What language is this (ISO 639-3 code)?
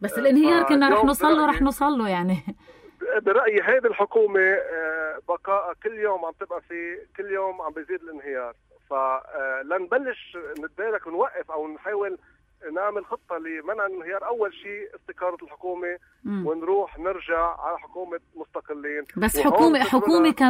apc